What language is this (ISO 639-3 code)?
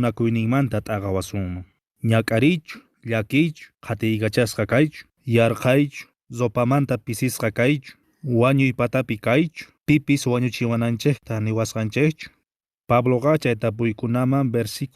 que